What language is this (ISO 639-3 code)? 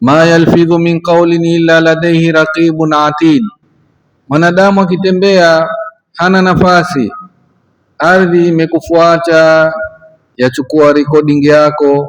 swa